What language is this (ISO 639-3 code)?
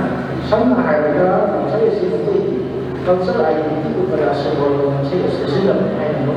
mni